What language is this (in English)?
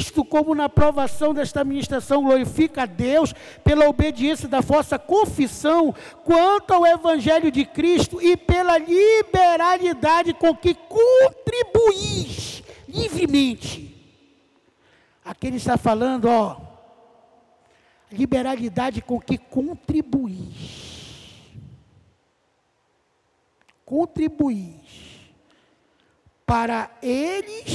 Portuguese